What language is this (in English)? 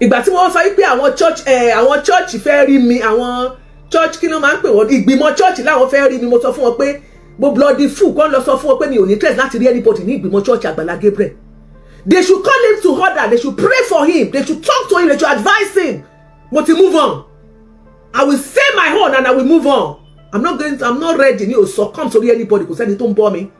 Yoruba